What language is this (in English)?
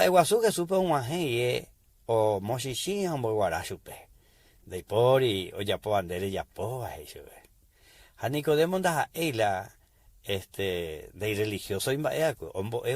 Guarani